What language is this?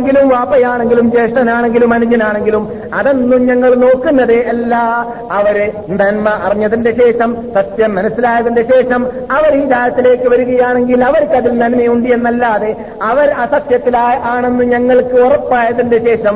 Malayalam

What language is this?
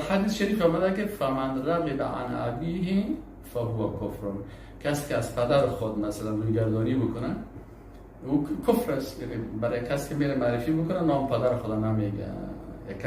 Persian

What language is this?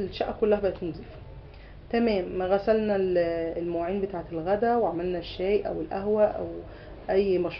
Egyptian Arabic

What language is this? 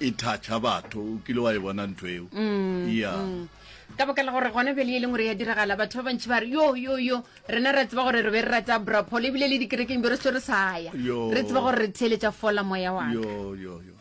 Northern Sotho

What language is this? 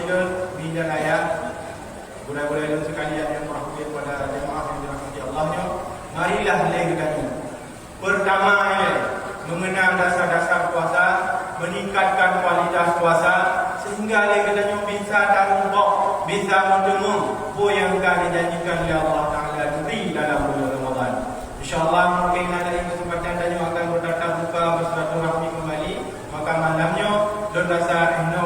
Achinese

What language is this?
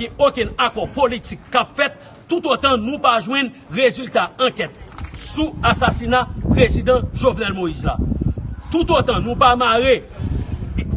Haitian Creole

